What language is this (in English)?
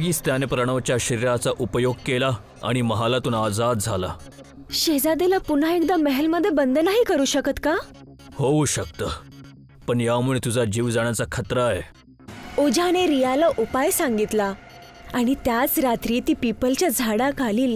Marathi